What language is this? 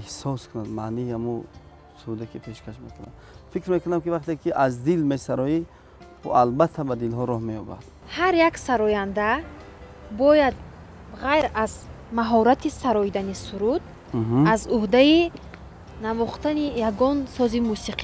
Tajik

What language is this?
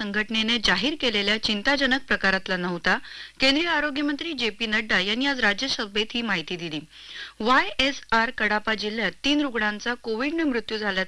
Marathi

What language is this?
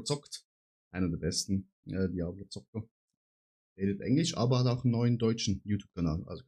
Swiss German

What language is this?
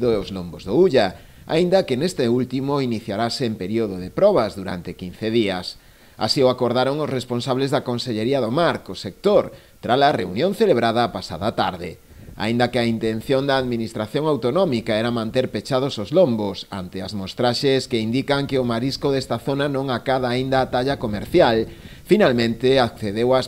Galician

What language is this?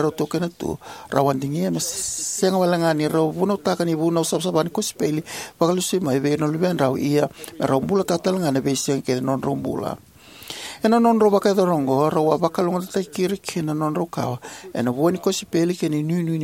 Fijian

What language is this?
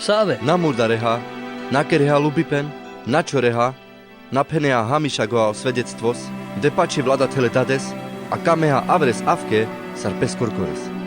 Carpathian Romani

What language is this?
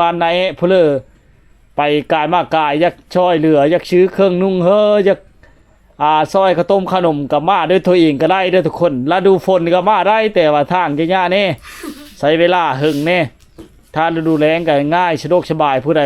Lao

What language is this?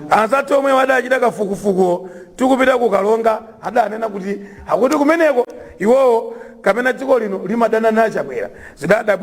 Nyanja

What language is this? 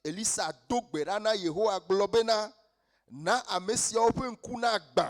Ewe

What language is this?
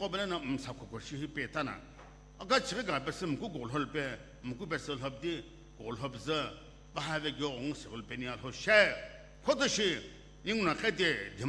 Sumi Naga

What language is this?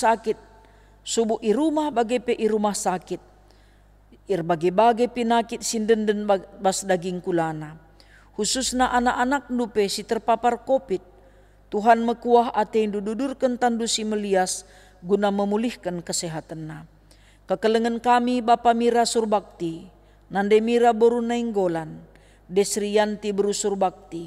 Batak Karo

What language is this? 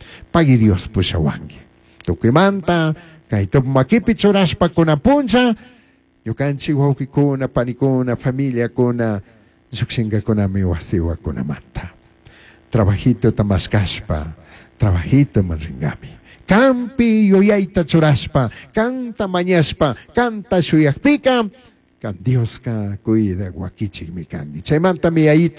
Chimborazo Highland Quichua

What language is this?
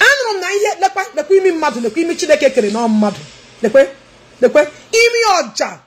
Igbo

